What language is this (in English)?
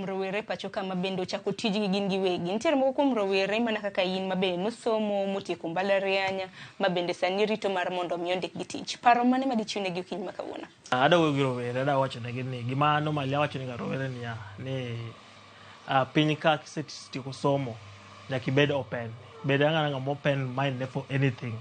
Luo (Kenya and Tanzania)